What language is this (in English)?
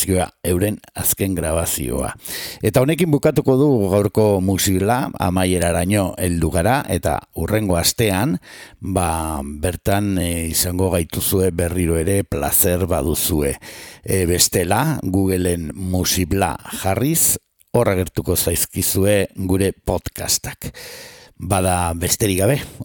Basque